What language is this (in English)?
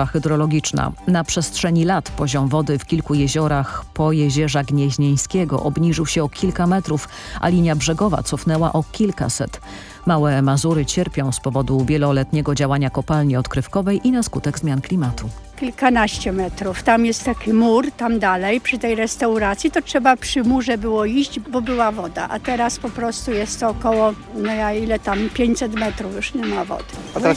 Polish